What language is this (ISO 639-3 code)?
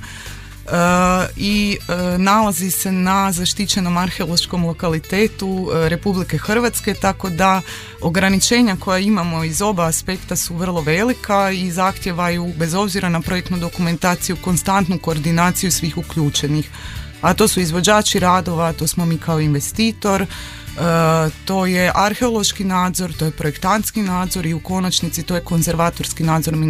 hrv